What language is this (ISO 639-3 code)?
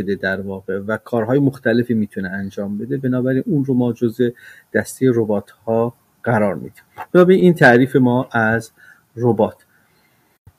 fas